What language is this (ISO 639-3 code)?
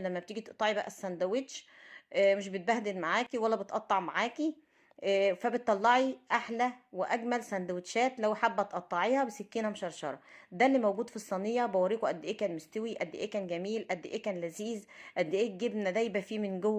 arz